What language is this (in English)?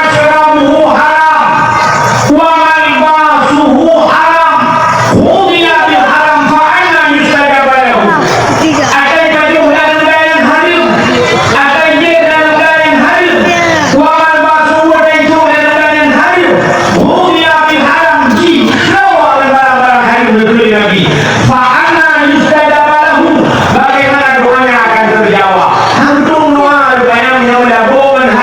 Achinese